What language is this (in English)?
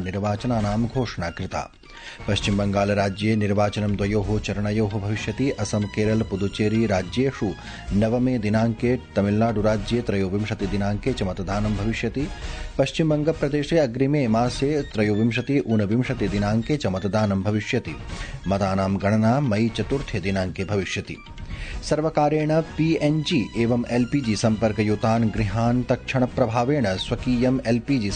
Sanskrit